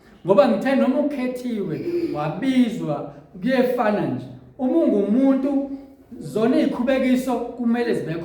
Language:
Zulu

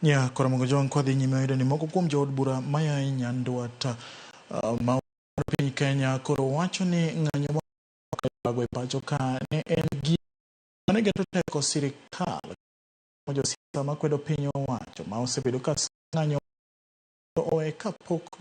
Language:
Luo (Kenya and Tanzania)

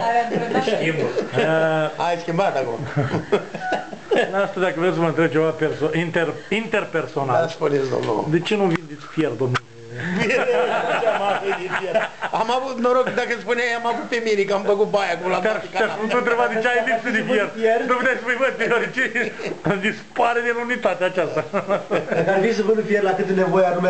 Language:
Romanian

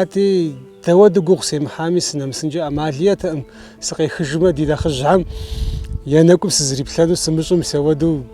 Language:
Kabardian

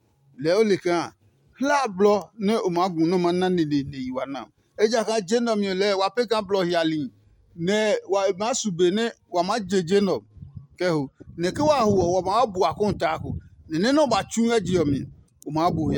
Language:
Adangme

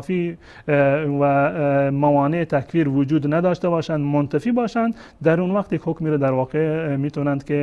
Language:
Persian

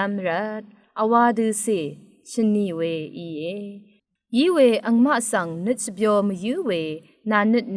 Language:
Rawang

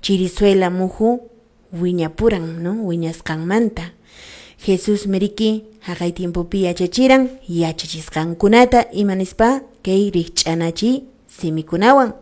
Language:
Quechua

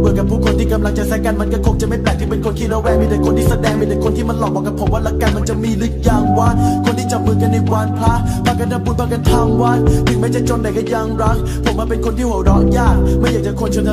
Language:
Thai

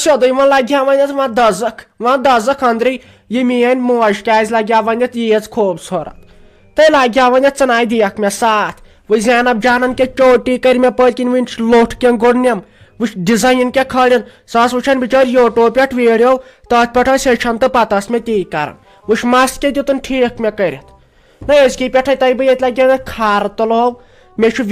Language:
Kashmiri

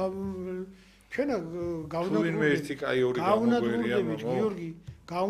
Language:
Georgian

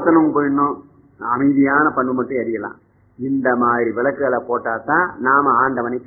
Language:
Tamil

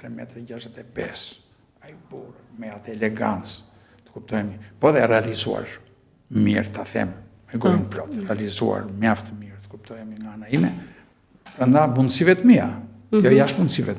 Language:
Albanian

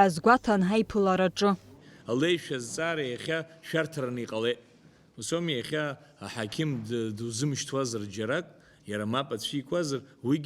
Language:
Abkhazian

